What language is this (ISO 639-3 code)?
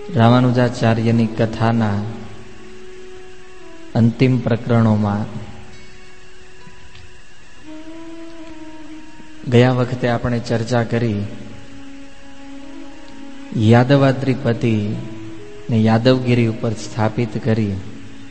guj